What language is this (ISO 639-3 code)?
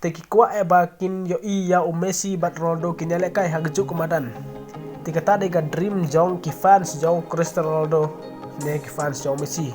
kha